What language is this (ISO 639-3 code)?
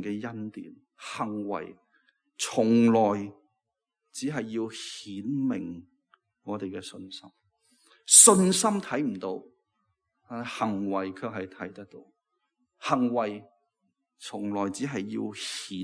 yue